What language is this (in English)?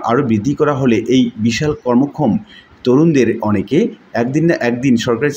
Bangla